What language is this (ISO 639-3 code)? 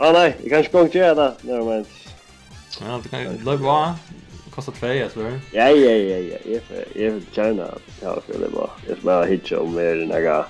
fao